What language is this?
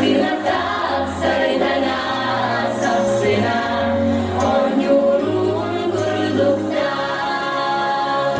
Yakut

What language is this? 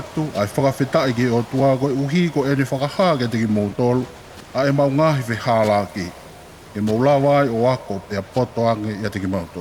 Tongan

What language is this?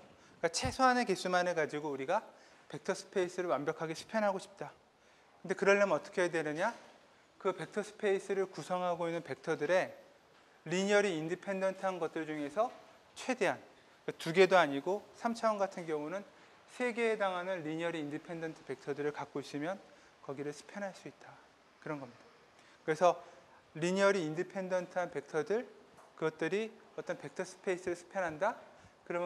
Korean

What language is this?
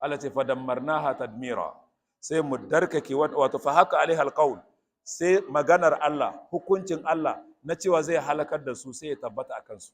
Hausa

